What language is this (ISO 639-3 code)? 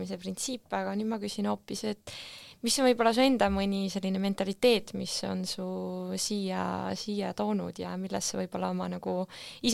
est